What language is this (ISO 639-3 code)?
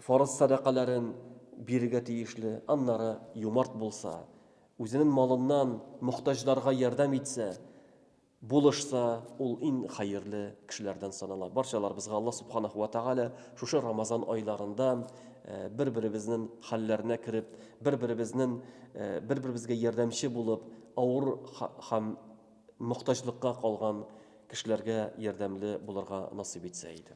tat